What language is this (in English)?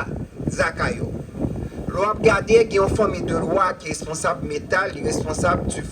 Haitian Creole